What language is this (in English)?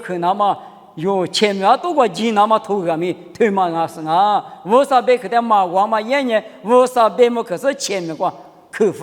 Lisu